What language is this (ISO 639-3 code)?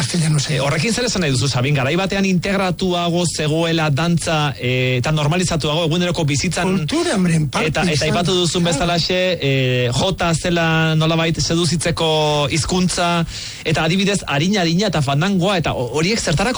eus